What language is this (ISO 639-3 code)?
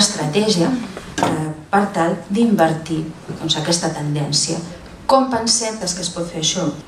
cat